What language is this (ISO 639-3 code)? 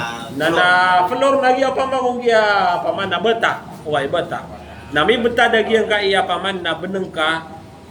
mrw